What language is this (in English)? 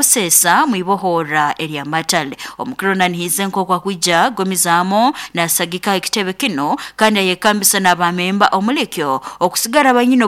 Nyoro